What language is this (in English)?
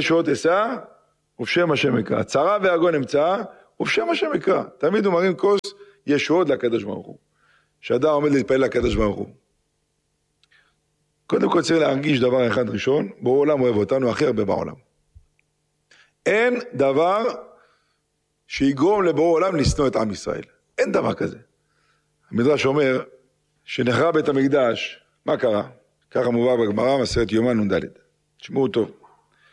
Hebrew